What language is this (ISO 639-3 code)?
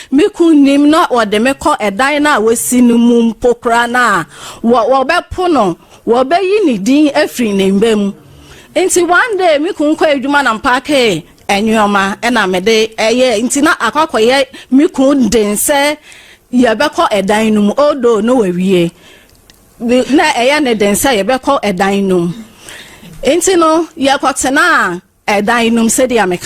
aka